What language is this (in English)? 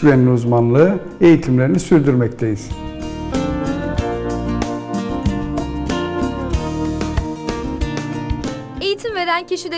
Turkish